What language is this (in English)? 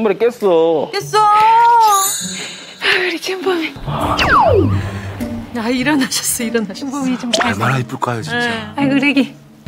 Korean